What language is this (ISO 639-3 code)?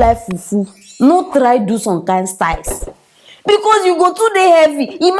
pcm